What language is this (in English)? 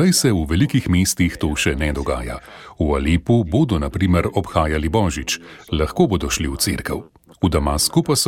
Slovenian